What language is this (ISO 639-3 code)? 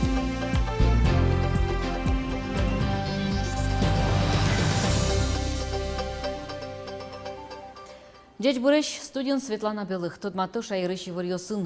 udm